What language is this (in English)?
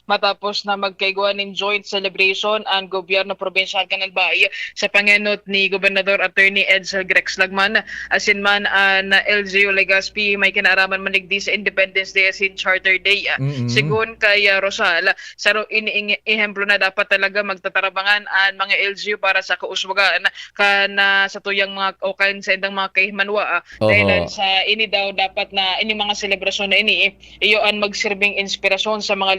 Bikol